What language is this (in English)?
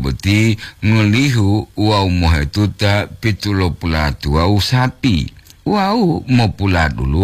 Gorontalo